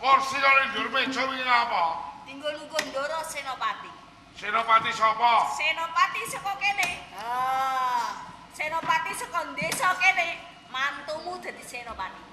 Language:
Javanese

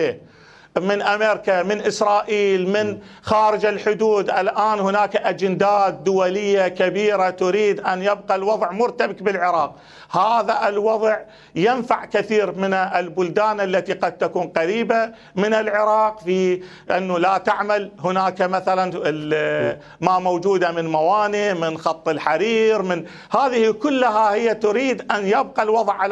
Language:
Mesopotamian Arabic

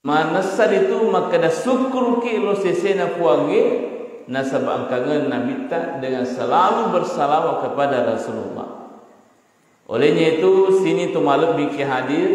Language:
Buginese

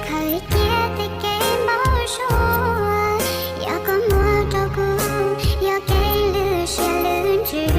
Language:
Hmong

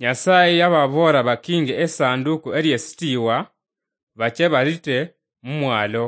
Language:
Luyia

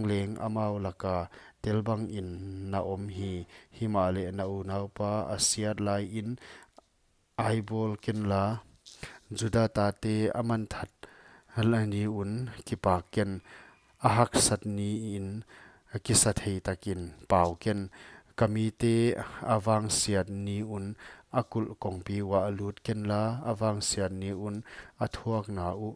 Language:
Paite Chin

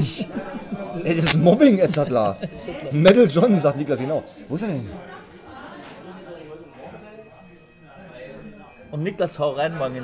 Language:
German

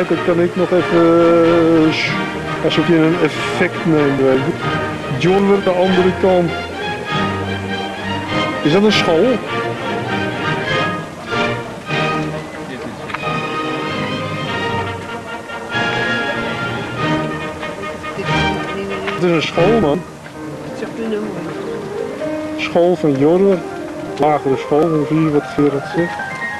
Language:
Dutch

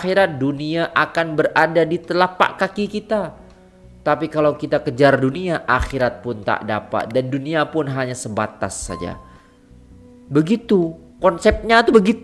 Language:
Malay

